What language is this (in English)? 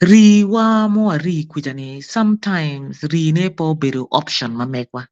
Acoli